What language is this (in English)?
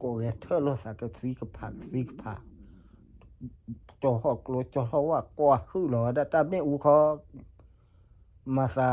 S'gaw Karen